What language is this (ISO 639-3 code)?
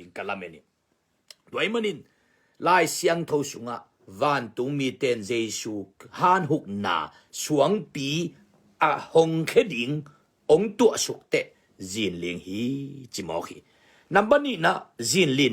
ctd